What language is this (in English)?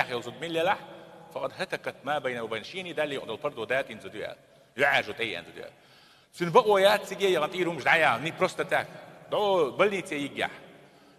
Chechen